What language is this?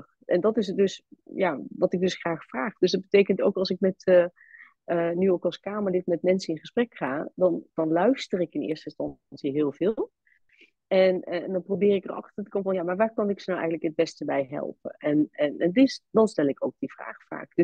Dutch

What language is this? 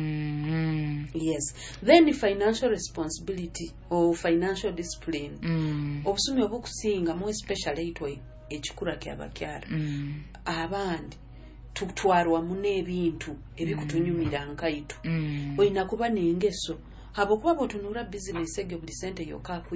Nyoro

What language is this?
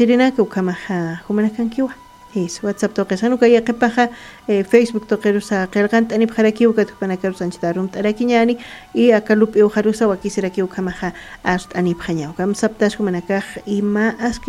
Aymara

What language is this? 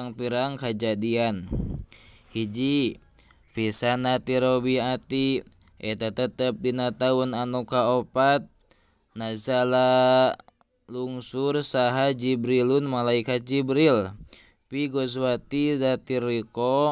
Sundanese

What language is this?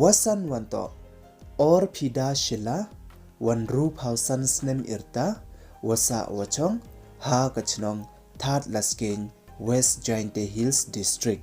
Pnar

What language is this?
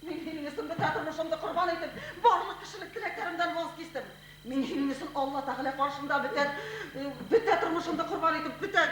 Bashkir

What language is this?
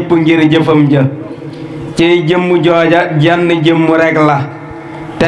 Wolof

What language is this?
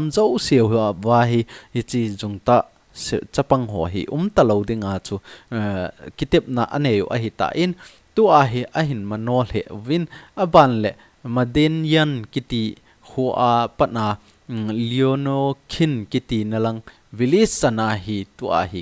Thado Chin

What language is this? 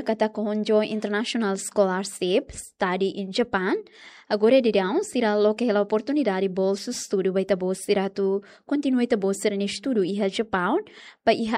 Tetum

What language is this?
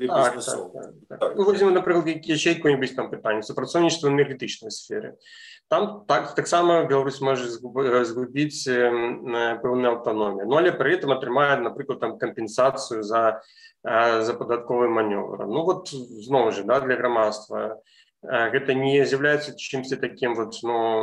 Belarusian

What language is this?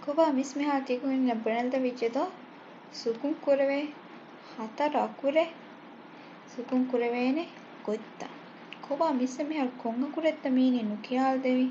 Divehi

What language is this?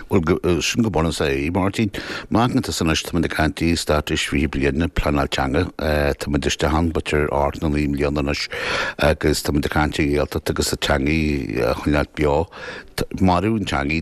Irish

